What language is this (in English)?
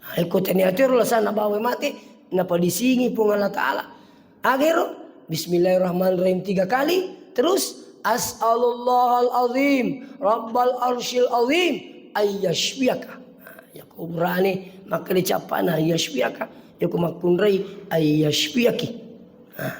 Buginese